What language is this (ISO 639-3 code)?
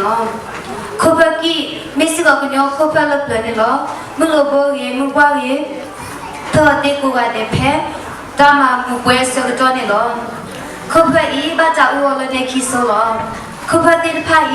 ksw